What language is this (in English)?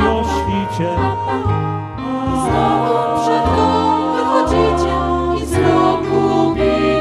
Polish